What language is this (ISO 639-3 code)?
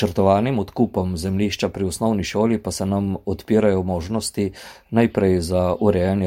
slv